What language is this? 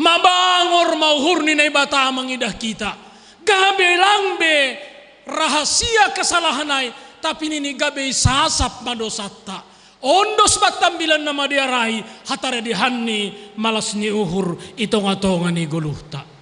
Batak Simalungun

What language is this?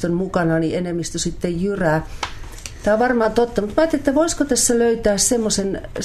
Finnish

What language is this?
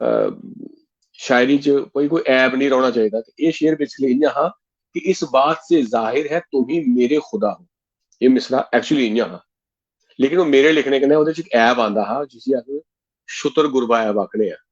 Dogri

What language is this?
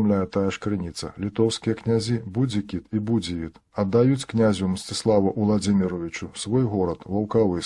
Belarusian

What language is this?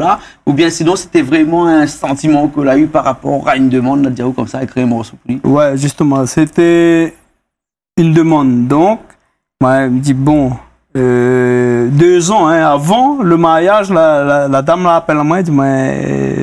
Réunion Creole French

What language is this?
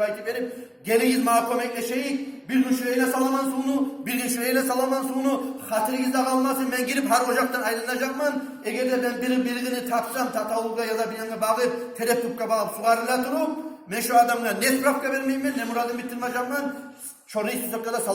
Kumyk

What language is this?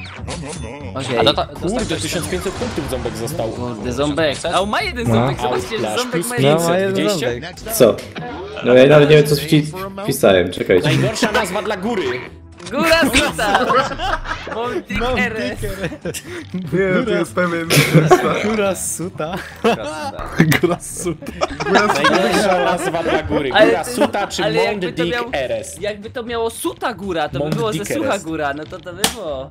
Polish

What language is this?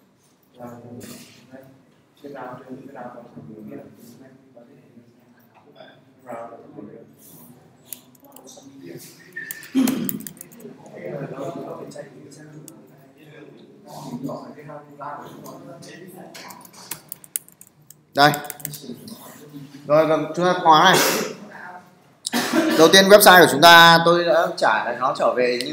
Vietnamese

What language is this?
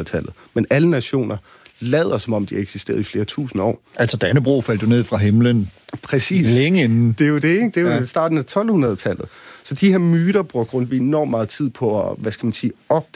Danish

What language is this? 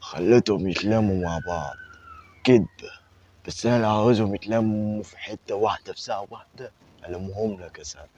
Egyptian Arabic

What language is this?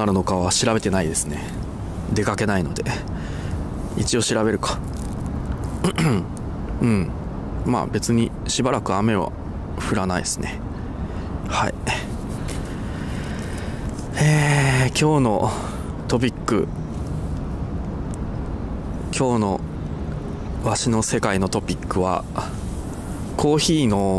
Japanese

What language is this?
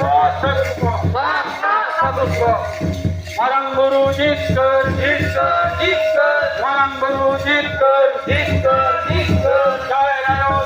Santali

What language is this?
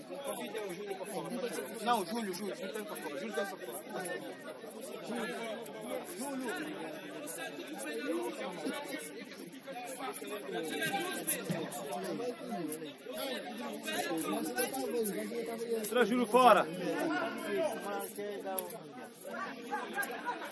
Portuguese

